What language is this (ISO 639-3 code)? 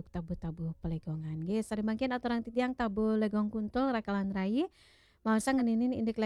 ban